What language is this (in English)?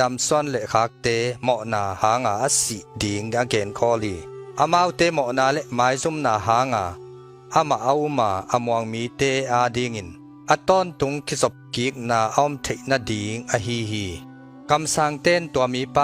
Tedim Chin